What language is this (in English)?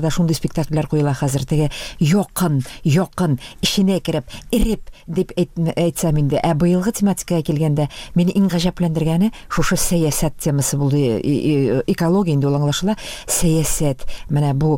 Tatar